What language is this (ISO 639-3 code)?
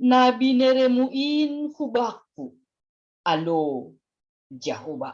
bts